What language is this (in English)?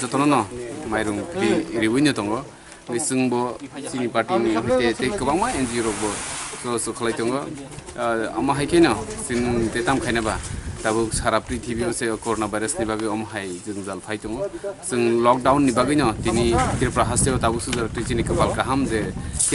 Kok Borok